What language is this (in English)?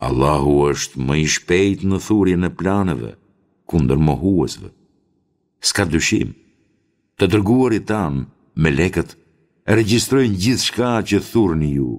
Albanian